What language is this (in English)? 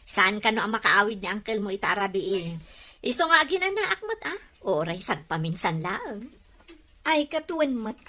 Iloko